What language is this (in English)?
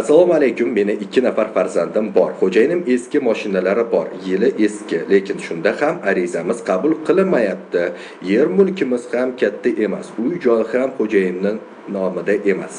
Uzbek